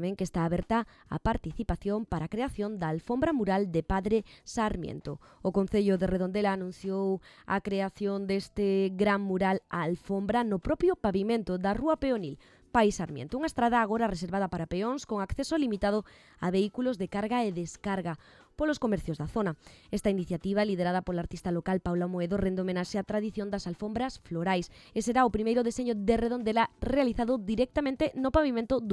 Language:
Galician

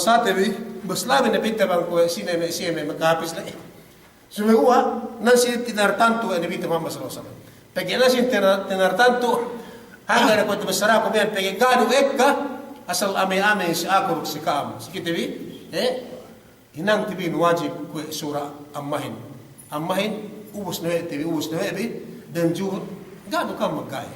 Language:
Yakan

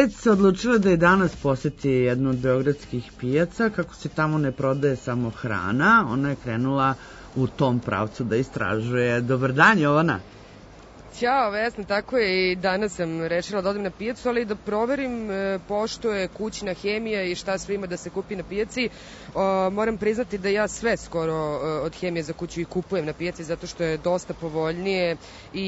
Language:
Serbian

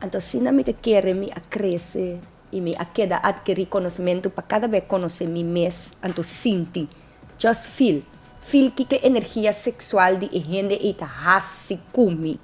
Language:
Papiamento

